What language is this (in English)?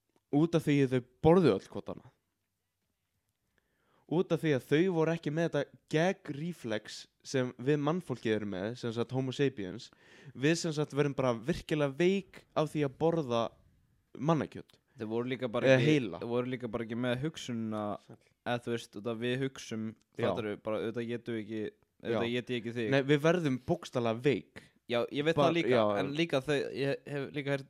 Icelandic